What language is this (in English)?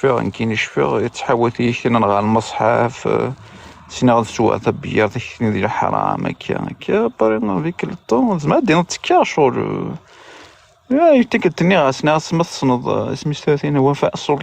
Kabyle